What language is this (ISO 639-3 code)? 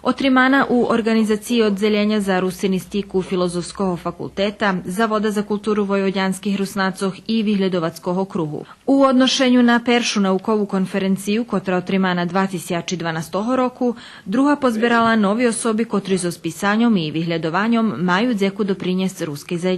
rue